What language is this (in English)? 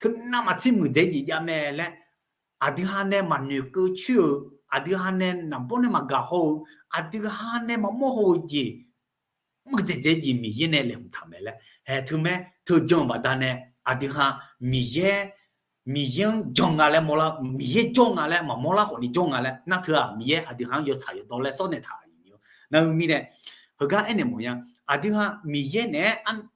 Akha